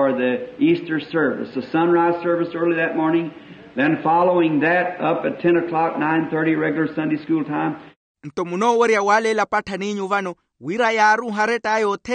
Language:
Makhuwa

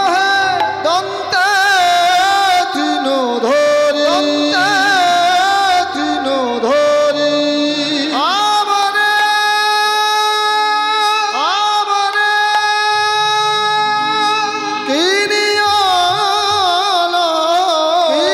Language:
Bangla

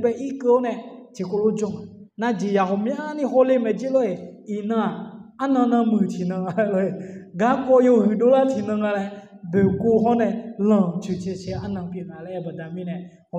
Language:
Akha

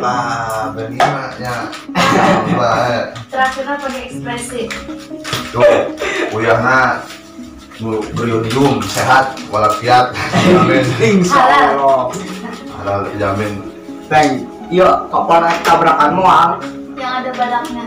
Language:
Sundanese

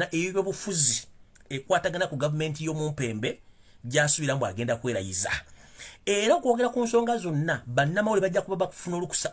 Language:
Ganda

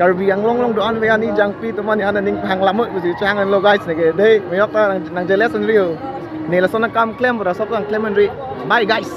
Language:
Karbi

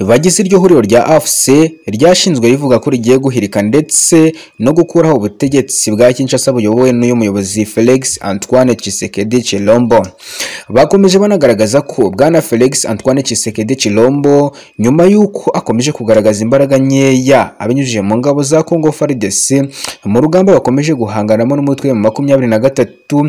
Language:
Kinyarwanda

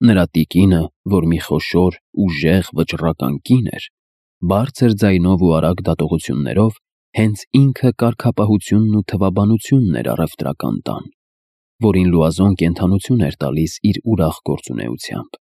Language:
Armenian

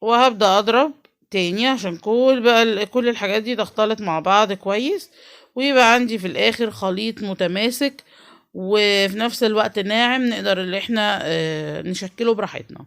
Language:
Egyptian Arabic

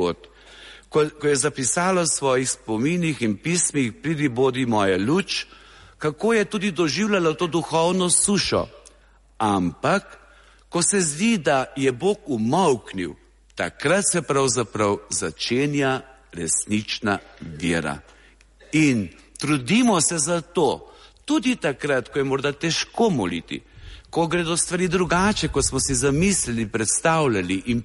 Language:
Slovenian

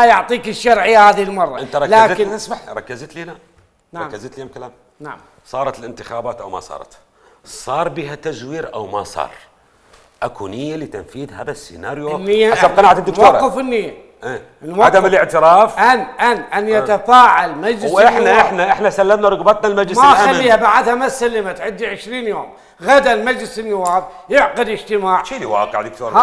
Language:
Mesopotamian Arabic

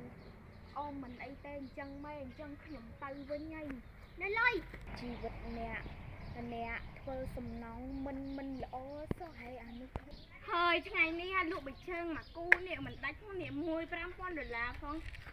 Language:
Khmer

